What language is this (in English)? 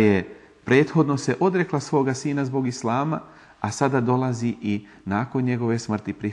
Bosnian